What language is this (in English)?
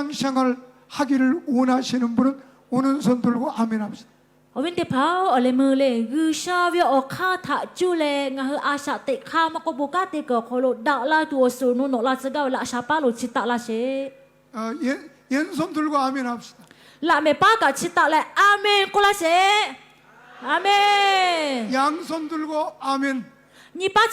Lahu